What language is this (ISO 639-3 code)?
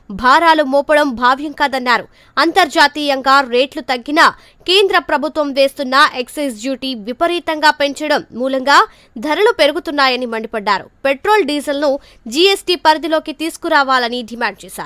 tel